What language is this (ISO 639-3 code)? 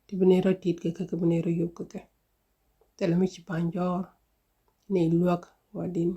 nus